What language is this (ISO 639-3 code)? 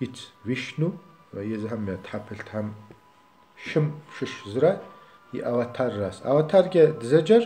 kbd